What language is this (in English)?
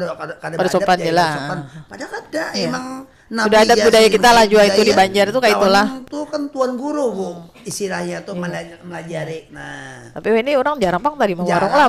Banjar